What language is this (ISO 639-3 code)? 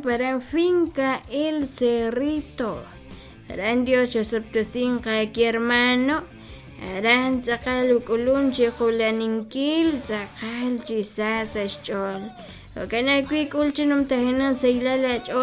kek